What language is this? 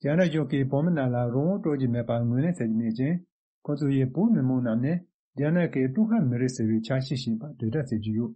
Tibetan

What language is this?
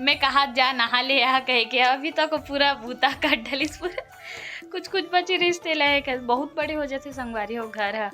Chhattisgarhi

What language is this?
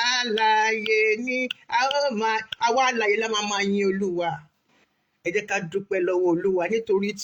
Yoruba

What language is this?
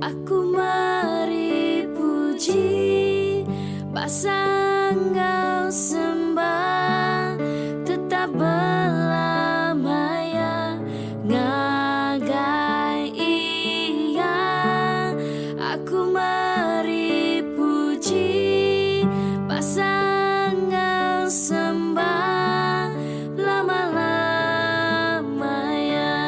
Iban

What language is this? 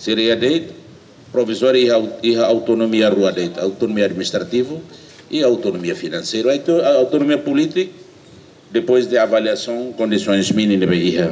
Tetum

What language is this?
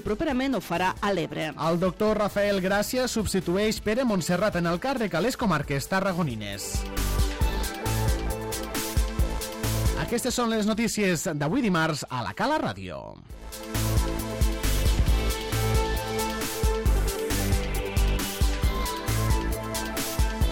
Catalan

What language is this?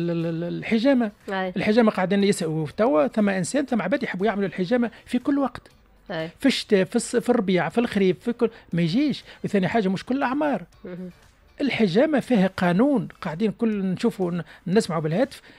Tunisian Arabic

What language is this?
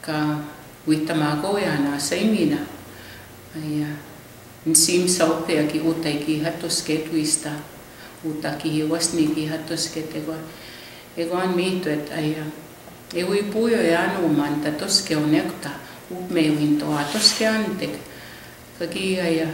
Plains Cree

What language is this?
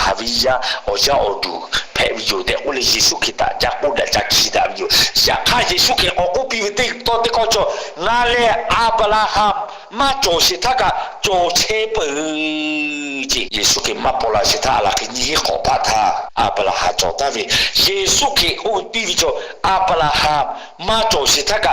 Lahu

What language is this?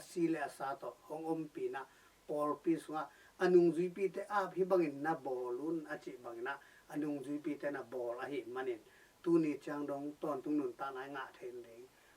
Tedim Chin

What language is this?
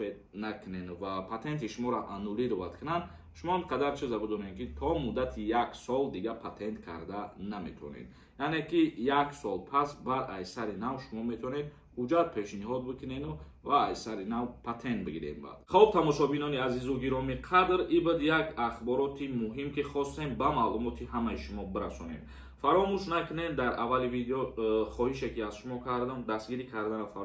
Tajik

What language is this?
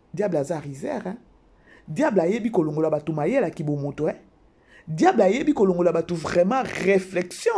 Lingala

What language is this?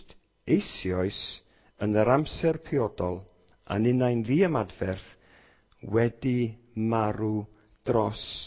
Welsh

